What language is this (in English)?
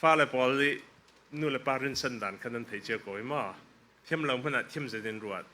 Falam Chin